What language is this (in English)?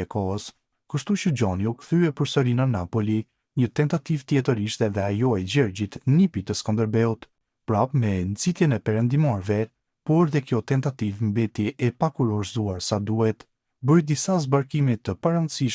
Albanian